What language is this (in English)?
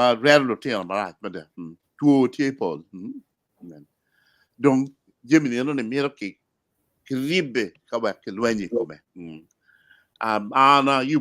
Acoli